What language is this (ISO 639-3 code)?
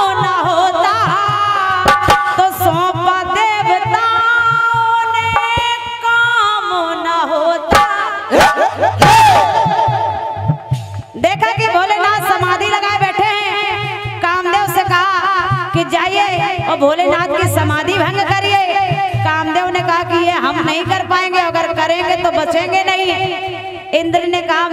hin